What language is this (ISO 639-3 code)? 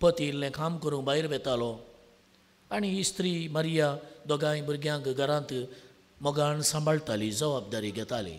kok